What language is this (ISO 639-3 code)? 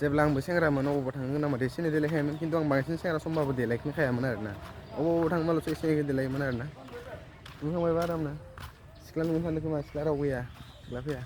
brx